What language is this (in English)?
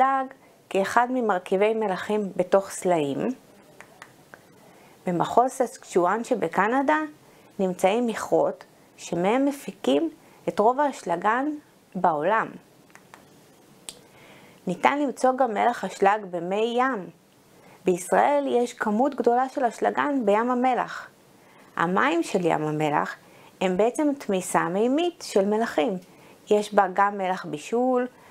Hebrew